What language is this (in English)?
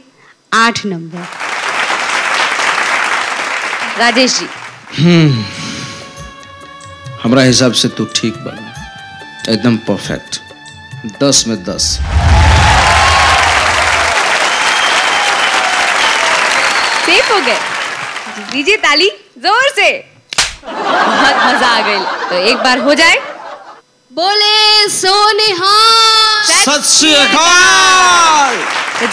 Bhojpuri